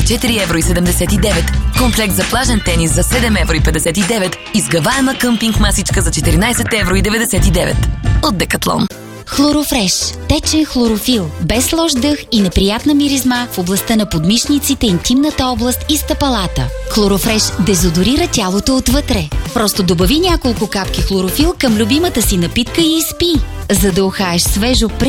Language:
Bulgarian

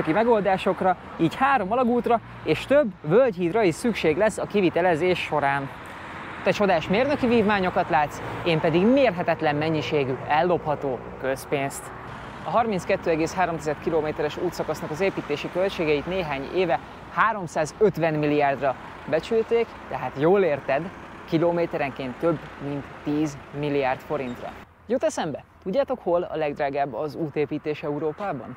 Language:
Hungarian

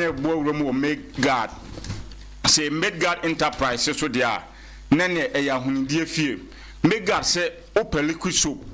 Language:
Akan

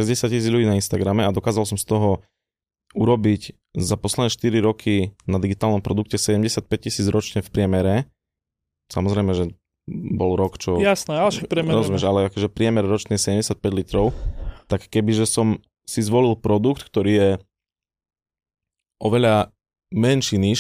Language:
Slovak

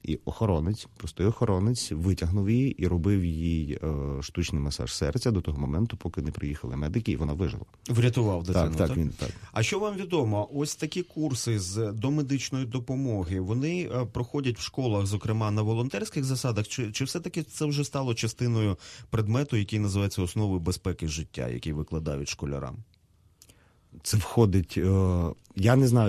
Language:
Ukrainian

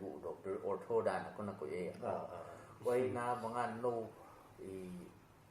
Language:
Paite Chin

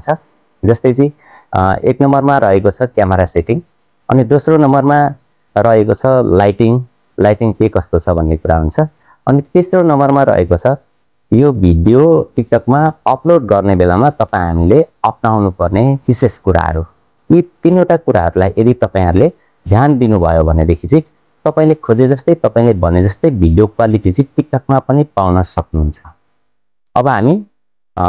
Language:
Nepali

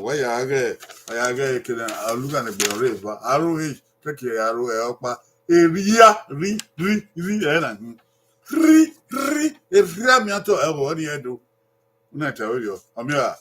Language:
Bini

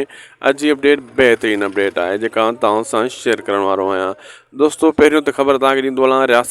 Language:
Sindhi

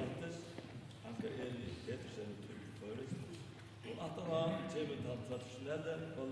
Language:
Faroese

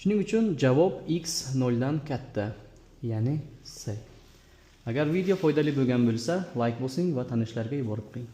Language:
Uzbek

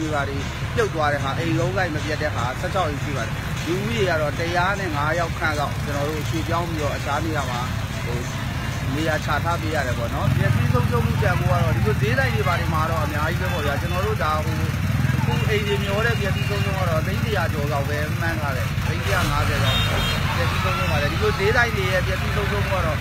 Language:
Burmese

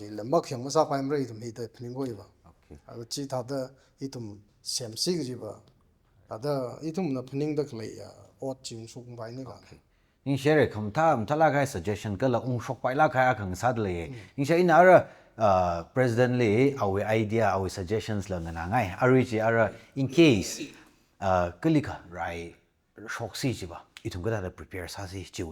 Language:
Tangkhul Naga (India)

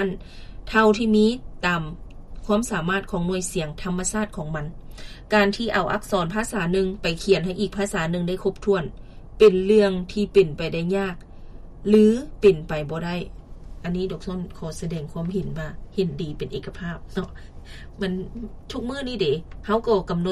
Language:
Lao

